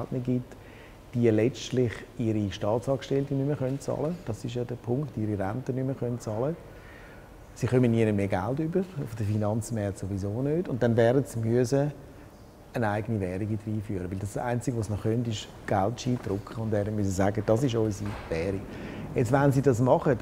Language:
Swiss German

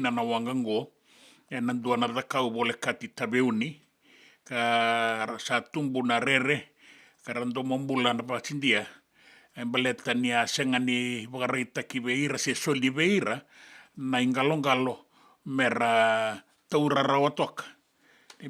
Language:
Fijian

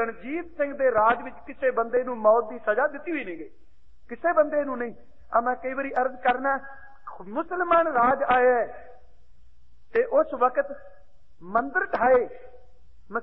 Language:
Punjabi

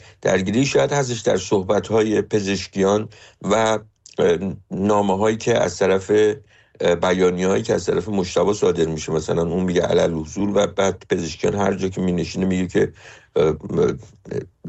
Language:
Persian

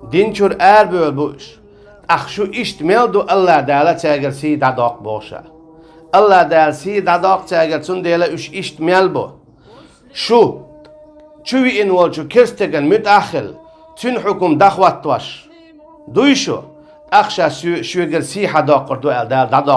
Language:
Chechen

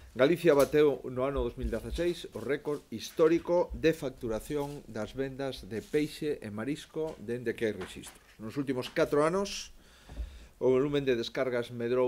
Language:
Galician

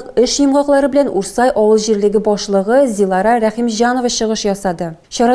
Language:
Tatar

